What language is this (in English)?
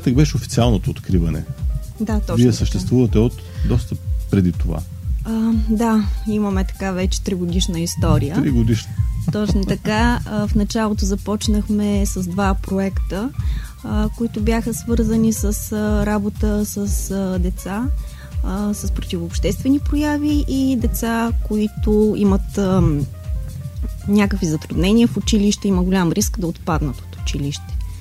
Bulgarian